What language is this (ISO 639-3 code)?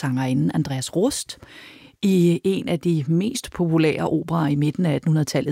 dan